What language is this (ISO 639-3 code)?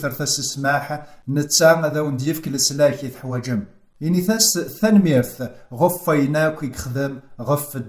kab